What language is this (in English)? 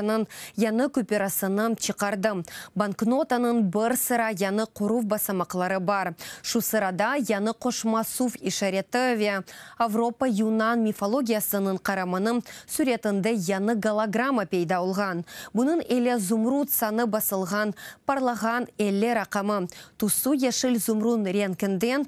Crimean Tatar